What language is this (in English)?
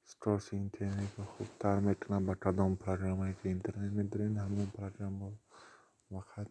Tajik